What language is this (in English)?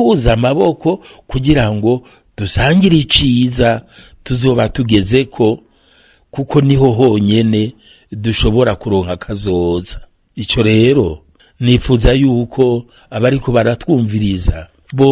Rundi